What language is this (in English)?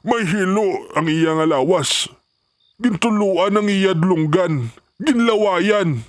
Hiligaynon